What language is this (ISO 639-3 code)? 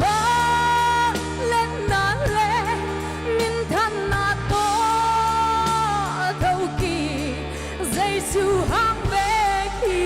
pck